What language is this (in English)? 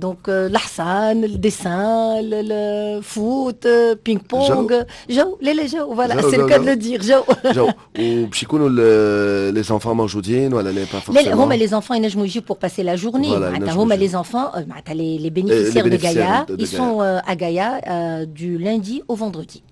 Tunisian Arabic